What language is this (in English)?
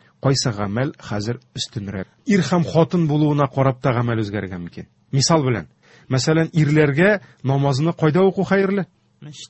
Tatar